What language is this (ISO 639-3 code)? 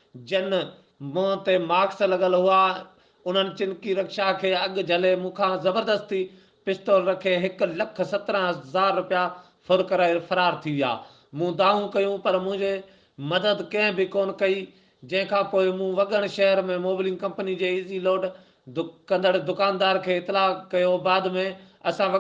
snd